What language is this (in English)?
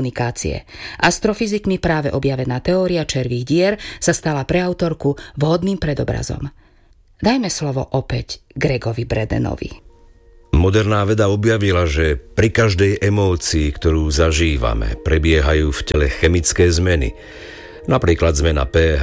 Slovak